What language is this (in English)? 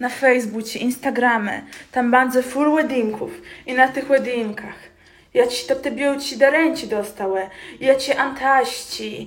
Kashubian